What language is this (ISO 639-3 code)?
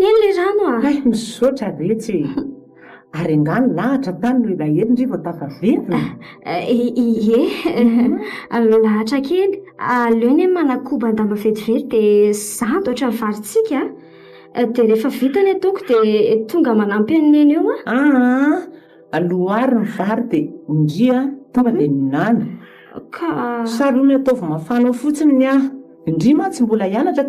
mlg